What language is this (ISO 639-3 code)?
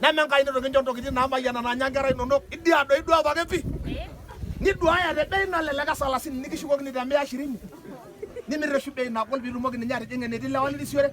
mas